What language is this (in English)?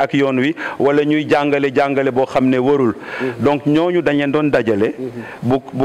Wolof